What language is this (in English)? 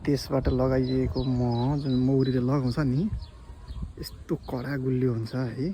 Nepali